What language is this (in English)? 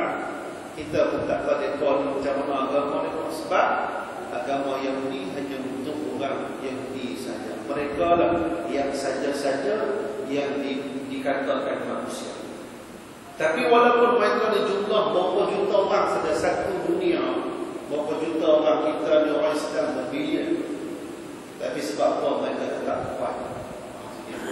Malay